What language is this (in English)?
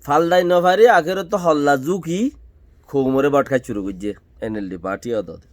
Rohingya